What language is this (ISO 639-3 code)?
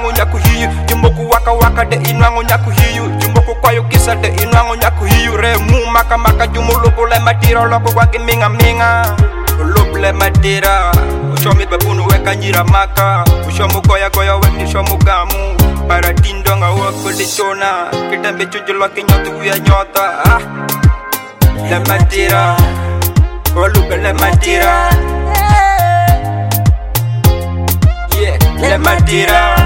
swa